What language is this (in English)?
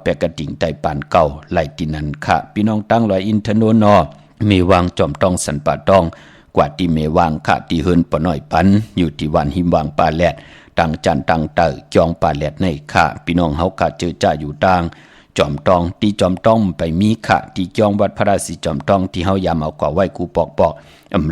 Shan